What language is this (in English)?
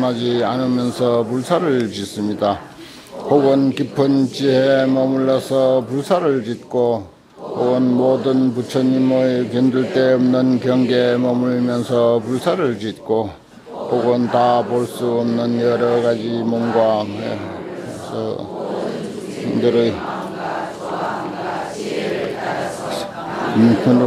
Korean